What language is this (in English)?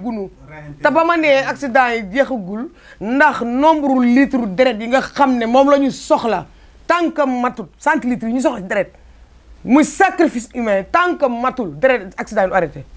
Wolof